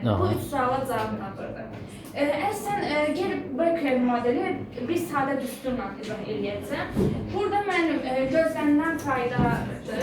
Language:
Azerbaijani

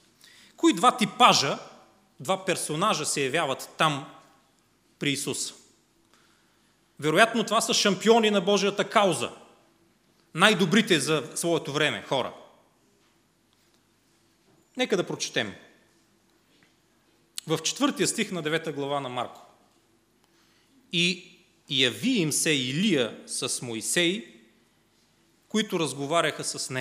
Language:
Bulgarian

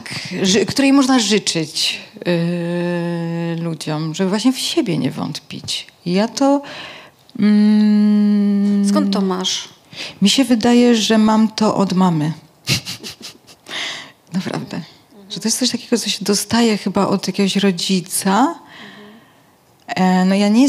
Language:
Polish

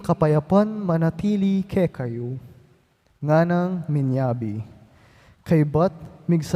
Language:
Pampanga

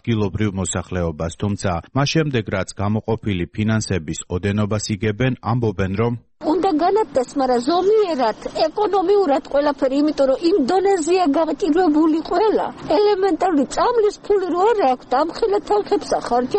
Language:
Georgian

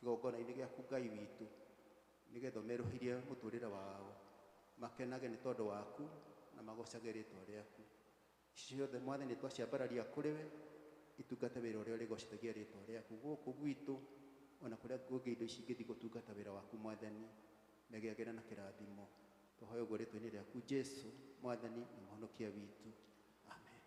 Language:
Kikuyu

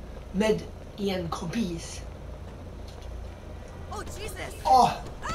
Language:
Swedish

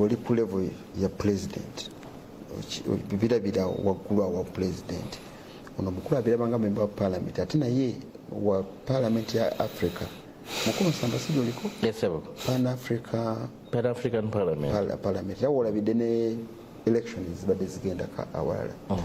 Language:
Ganda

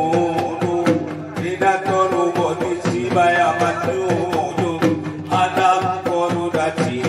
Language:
Batak Angkola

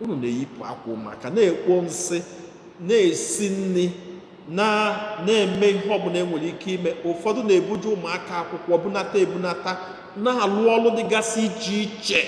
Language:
Igbo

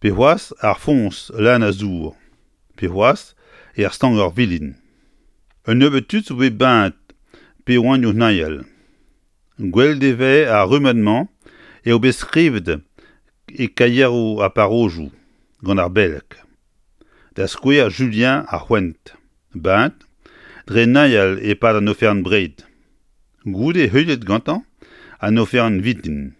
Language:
Breton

